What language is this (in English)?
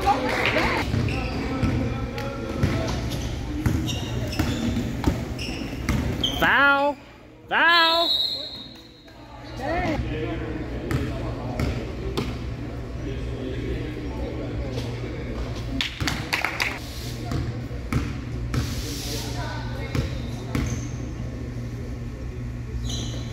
English